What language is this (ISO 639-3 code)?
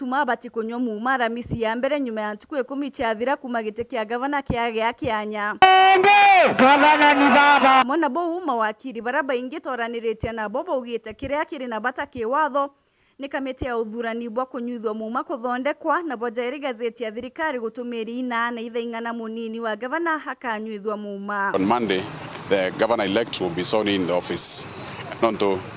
mer